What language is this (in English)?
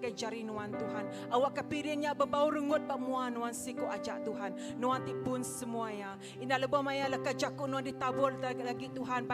Iban